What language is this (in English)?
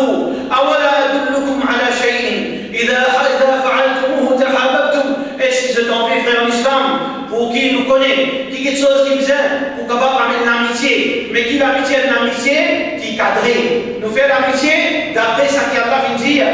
Morisyen